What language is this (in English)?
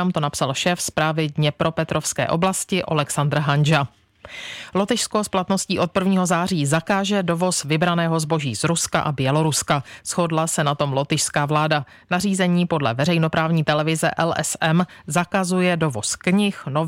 Czech